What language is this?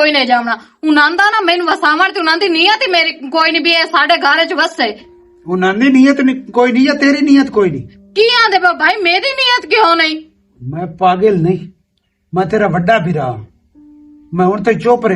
Western Panjabi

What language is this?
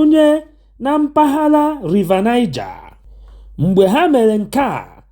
Igbo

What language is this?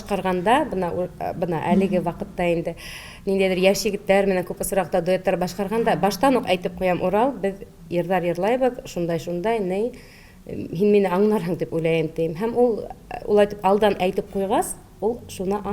Bashkir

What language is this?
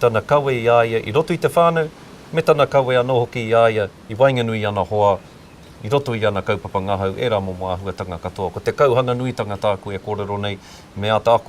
Māori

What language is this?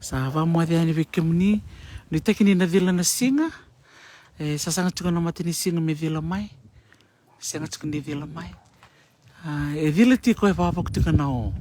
Fijian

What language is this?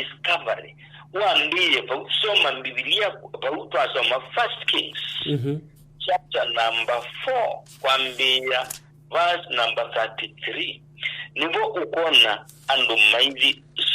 Kamba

